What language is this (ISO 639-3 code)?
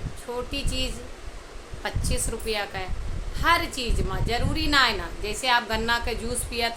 awa